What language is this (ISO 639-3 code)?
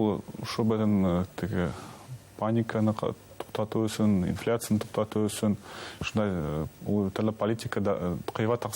bak